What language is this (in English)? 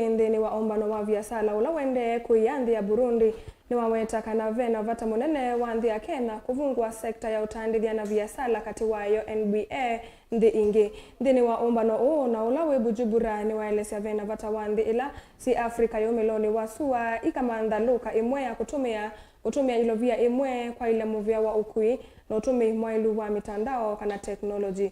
Kamba